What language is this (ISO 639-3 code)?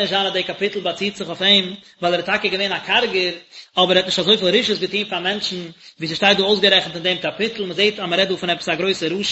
yid